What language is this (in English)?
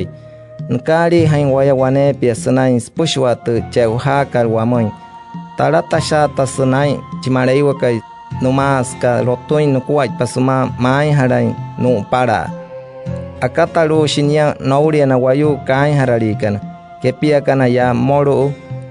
Wayuu